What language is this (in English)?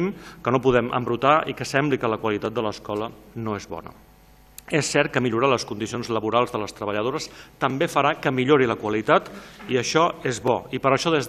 Catalan